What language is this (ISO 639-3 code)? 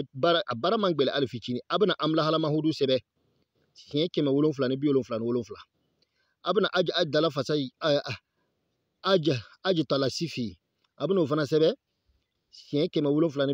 bam